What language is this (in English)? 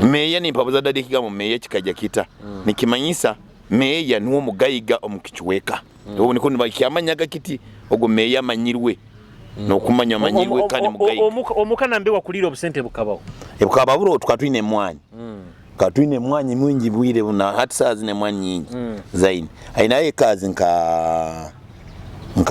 Nyoro